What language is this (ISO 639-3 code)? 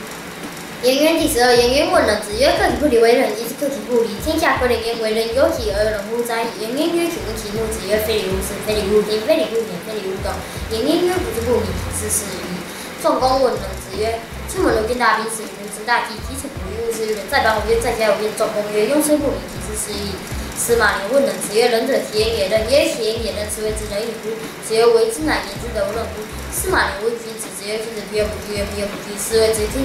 lzh